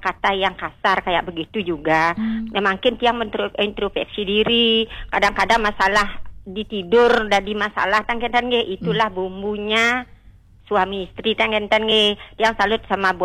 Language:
Balinese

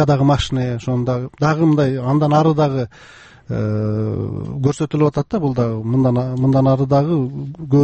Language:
Kyrgyz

